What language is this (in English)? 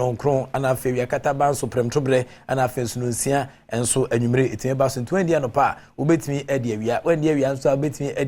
Akan